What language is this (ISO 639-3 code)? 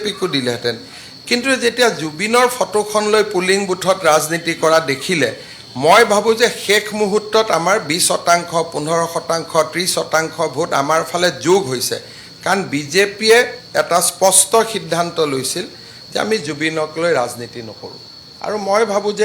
asm